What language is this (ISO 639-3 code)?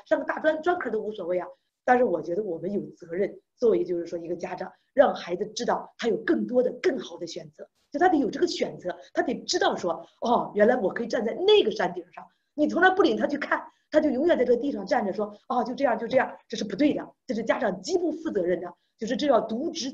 zho